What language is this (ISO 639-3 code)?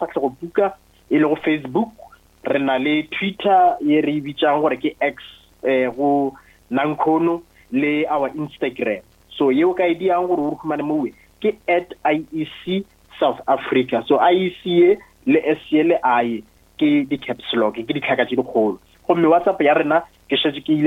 nso